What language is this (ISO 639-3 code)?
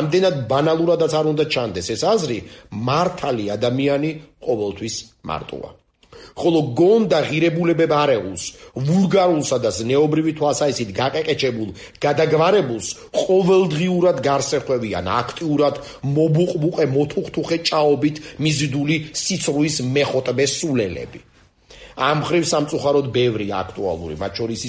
kat